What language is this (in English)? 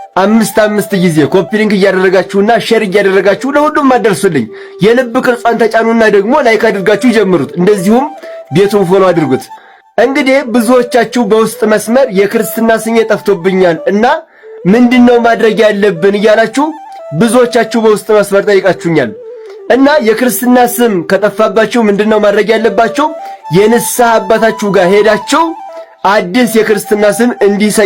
Amharic